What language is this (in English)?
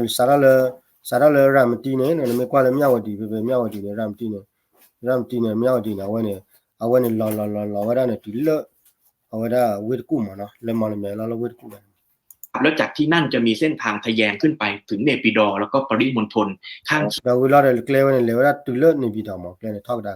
S'gaw Karen